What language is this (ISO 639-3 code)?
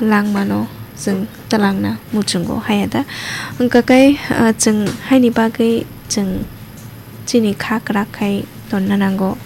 trp